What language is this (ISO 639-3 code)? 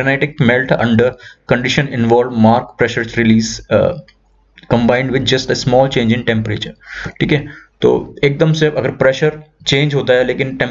hin